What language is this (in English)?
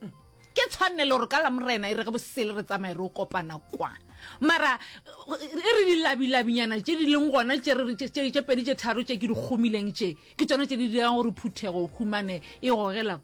Northern Sotho